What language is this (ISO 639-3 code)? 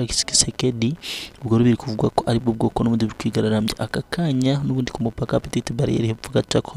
kin